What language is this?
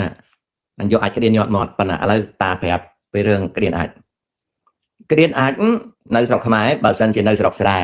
Khmer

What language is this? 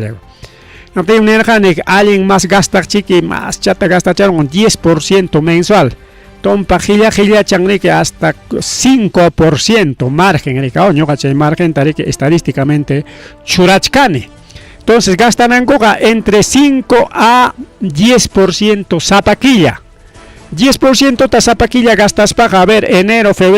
Ayacucho Quechua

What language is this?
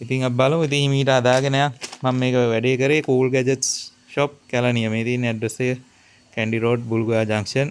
Sinhala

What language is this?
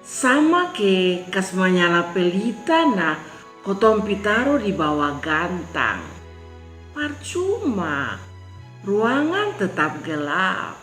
Kupang Malay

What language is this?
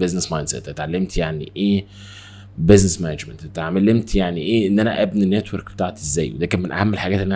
Egyptian Arabic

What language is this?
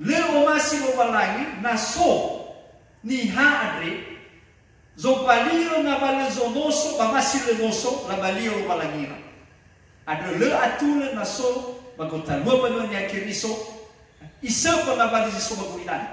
Nias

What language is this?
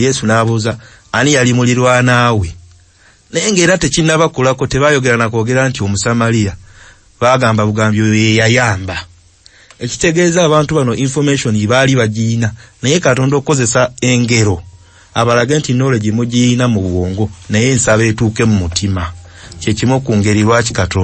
Ganda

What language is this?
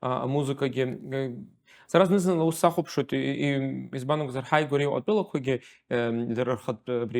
Abkhazian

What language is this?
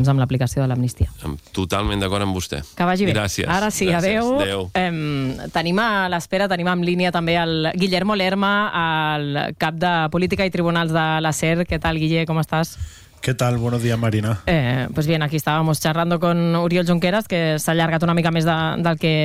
Catalan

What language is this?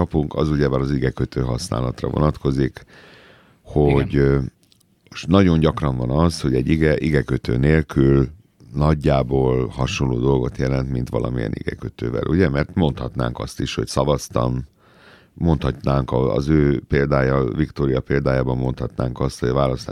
Hungarian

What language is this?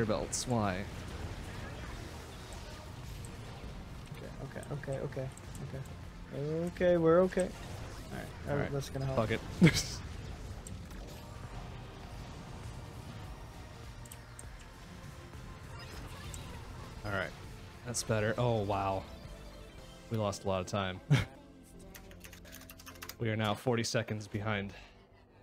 English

